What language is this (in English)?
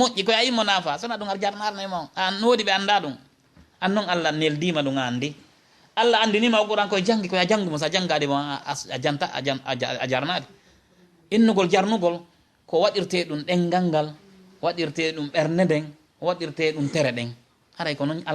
Fula